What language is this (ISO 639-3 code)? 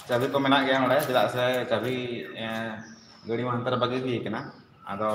sat